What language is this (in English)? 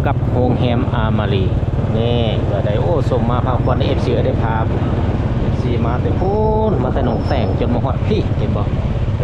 Lao